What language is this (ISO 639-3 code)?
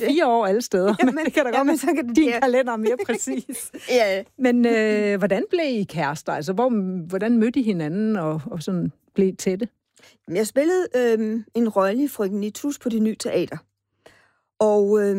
dan